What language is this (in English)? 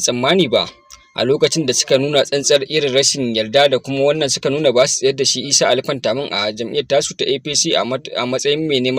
Hausa